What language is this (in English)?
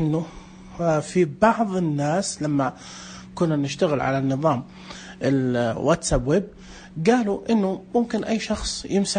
Najdi Arabic